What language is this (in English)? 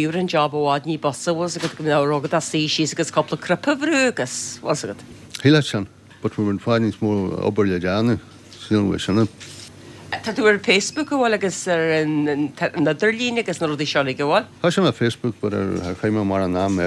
Irish